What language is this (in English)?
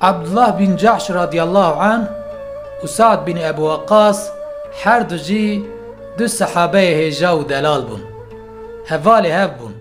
Kurdish